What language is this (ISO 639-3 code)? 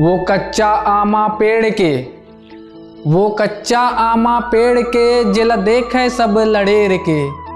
hne